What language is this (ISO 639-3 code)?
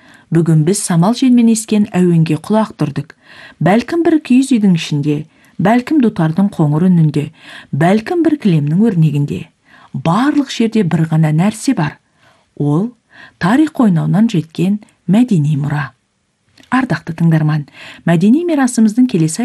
kaz